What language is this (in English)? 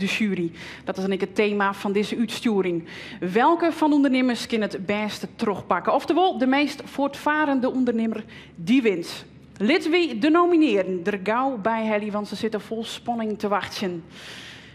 Western Frisian